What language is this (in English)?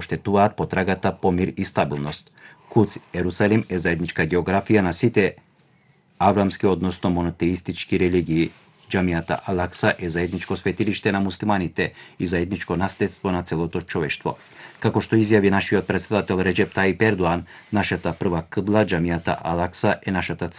Macedonian